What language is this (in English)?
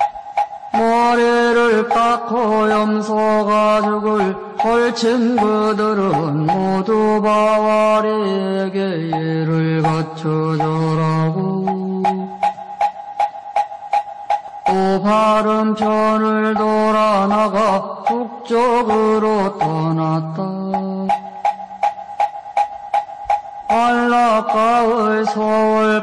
Korean